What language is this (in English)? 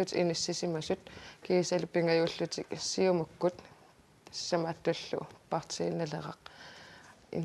Kalaallisut